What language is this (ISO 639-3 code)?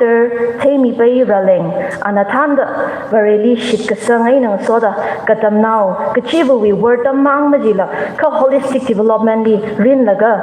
nmf